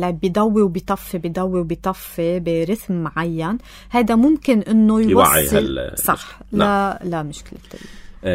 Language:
North Levantine Arabic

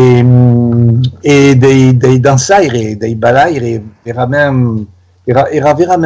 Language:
Occitan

